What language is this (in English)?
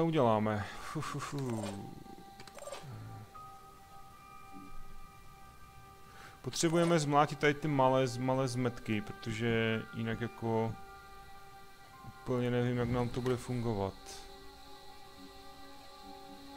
Czech